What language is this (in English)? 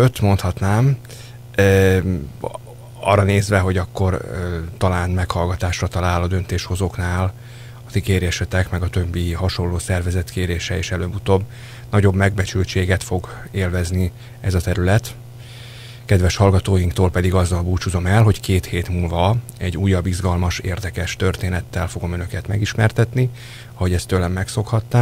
Hungarian